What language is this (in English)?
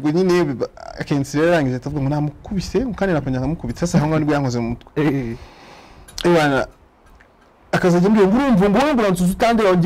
Kinyarwanda